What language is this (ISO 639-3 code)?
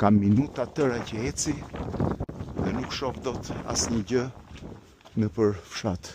sqi